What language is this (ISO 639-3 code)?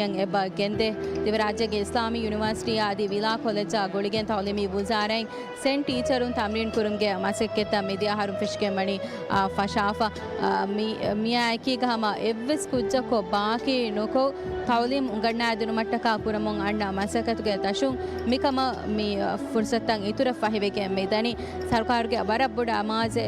div